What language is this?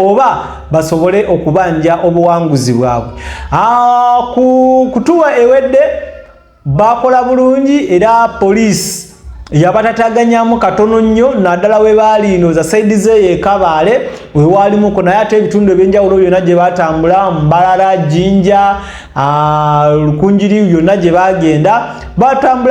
Ganda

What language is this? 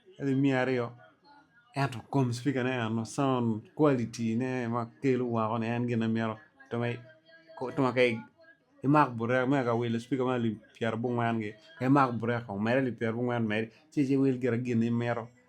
Acoli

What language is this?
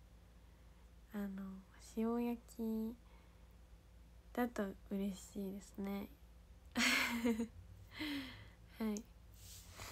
Japanese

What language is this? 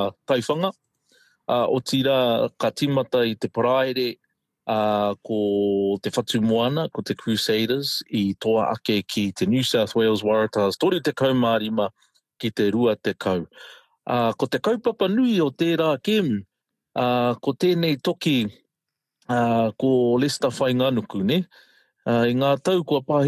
Māori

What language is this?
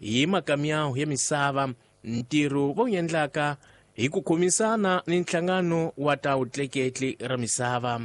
Tsonga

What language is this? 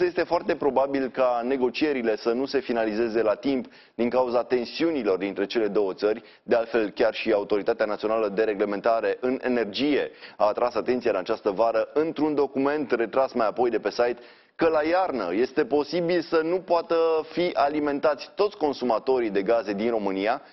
Romanian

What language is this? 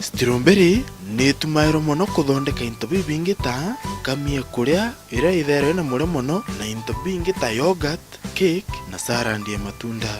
Meru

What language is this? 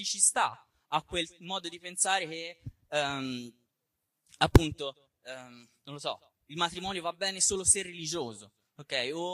Italian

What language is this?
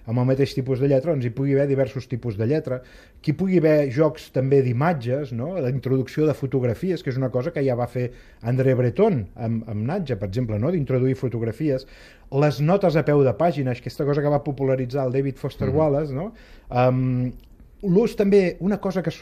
Catalan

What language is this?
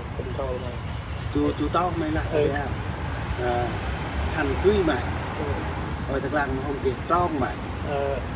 Central Mnong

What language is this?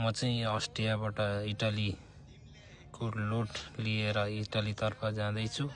Nepali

